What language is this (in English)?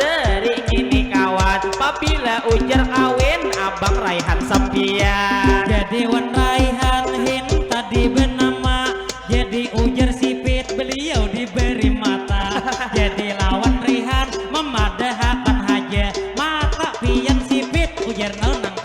Banjar